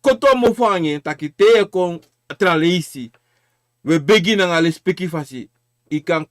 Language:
Sranan Tongo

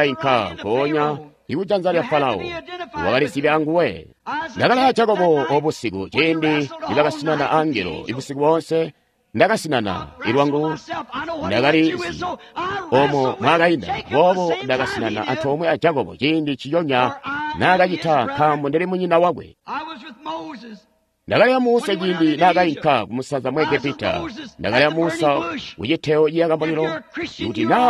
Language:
Tonga (Zambia)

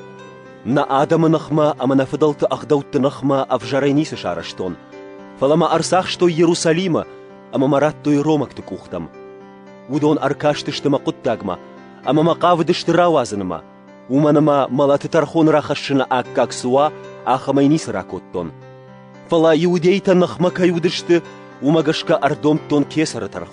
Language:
Ossetic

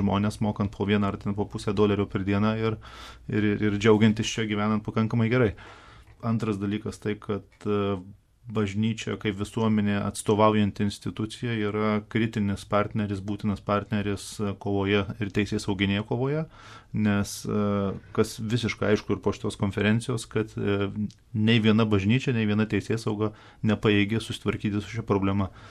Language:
Lithuanian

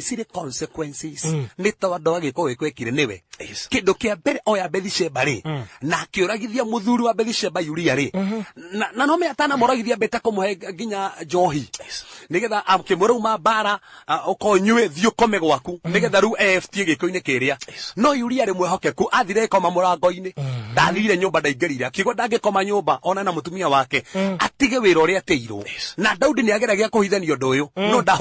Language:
Kikuyu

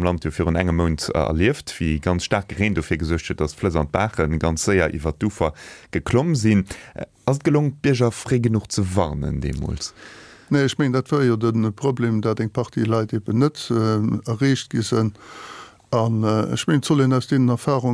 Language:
Luxembourgish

